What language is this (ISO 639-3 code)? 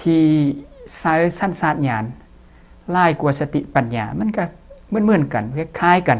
lao